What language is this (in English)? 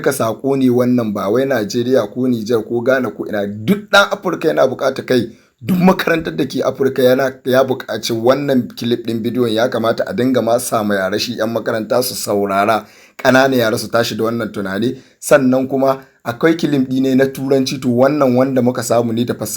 Hausa